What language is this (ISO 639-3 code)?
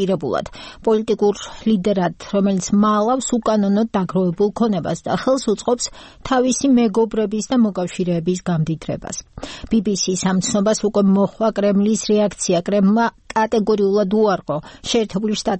kat